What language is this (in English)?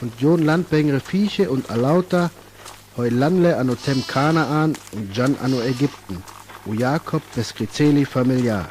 Sinte Romani